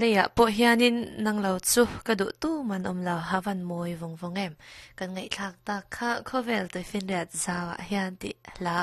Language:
Mizo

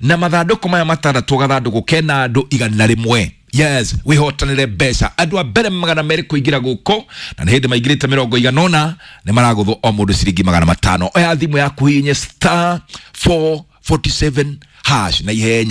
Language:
Kikuyu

